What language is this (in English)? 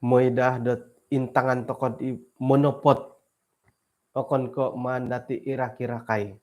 Central Dusun